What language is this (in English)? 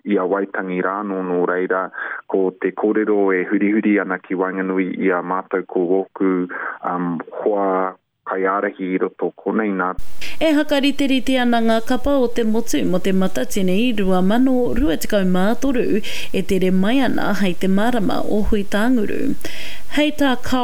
Māori